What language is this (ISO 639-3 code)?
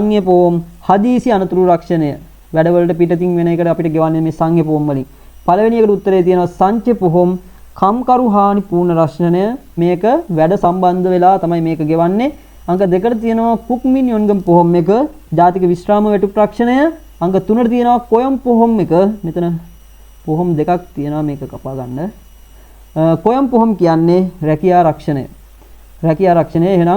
sin